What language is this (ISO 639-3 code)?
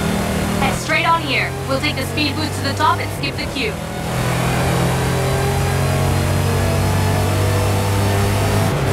eng